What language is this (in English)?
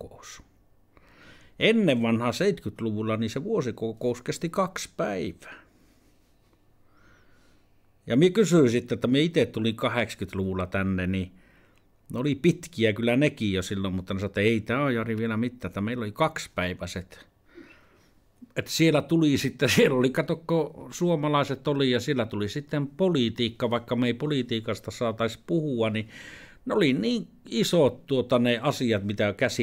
Finnish